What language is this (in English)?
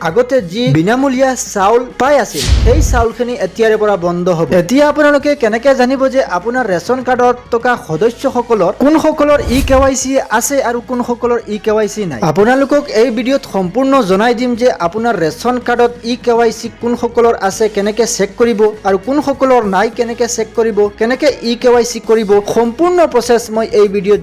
Assamese